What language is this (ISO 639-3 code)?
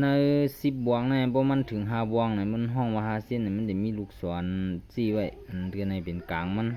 shn